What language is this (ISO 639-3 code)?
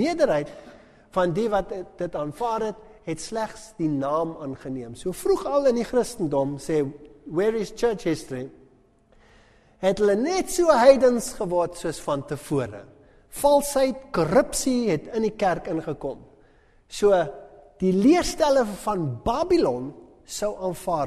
afr